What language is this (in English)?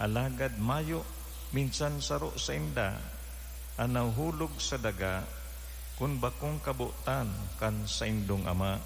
Bikol